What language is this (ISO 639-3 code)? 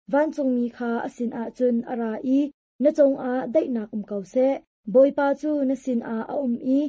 cnh